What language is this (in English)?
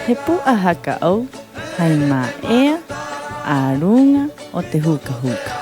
Rapanui